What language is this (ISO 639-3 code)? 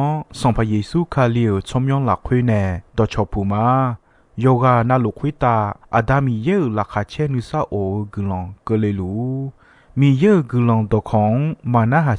ahk